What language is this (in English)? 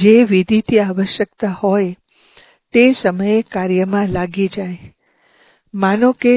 Gujarati